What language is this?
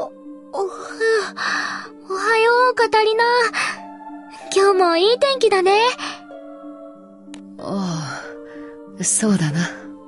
Japanese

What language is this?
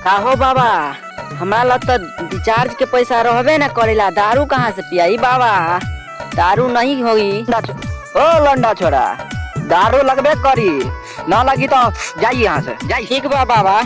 Maithili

